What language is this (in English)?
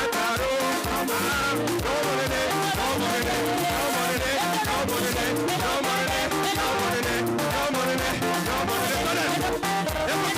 Gusii